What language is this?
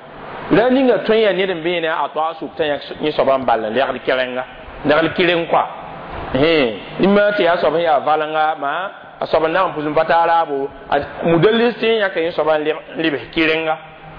Mossi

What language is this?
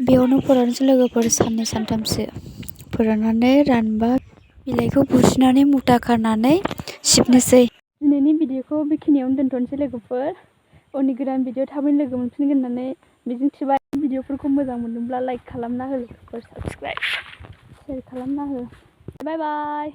Bodo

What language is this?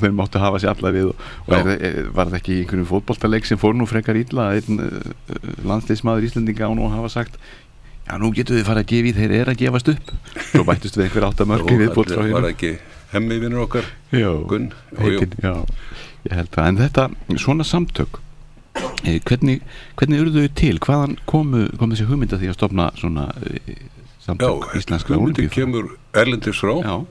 Icelandic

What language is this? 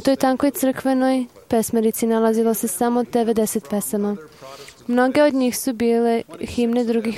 Serbian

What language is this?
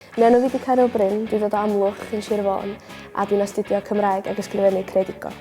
Welsh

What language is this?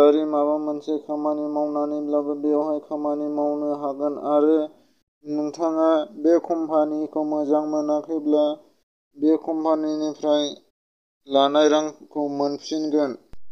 Bodo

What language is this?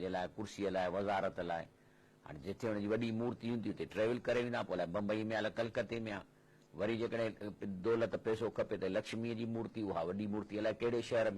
Sindhi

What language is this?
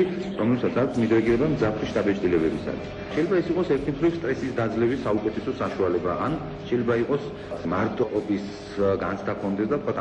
Georgian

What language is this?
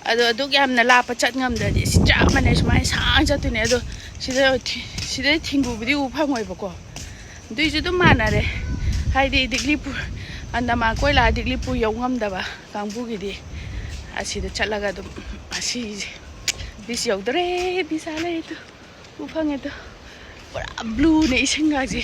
Manipuri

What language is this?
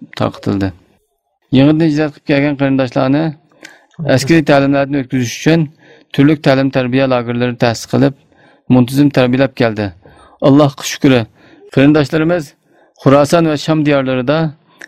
Uyghur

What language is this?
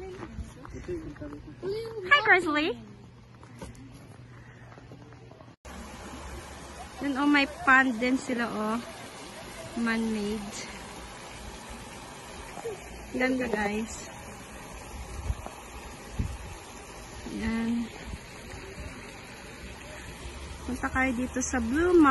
Filipino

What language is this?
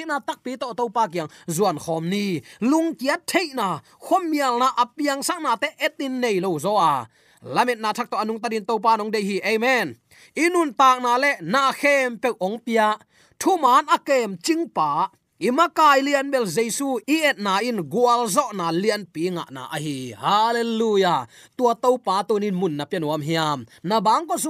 Tedim Chin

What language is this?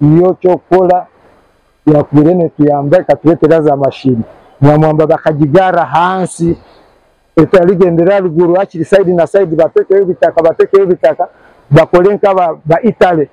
Nyankole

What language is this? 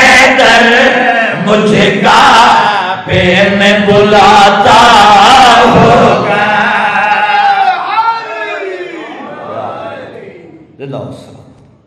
Urdu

